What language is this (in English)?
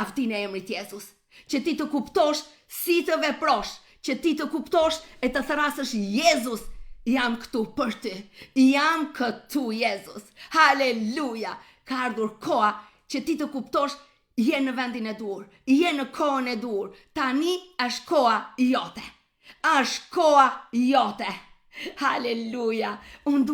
Albanian